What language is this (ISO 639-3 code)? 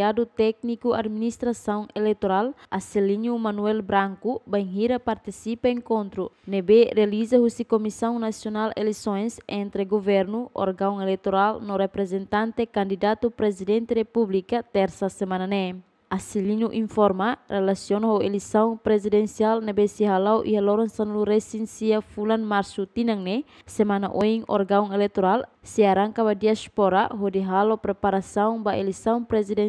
tet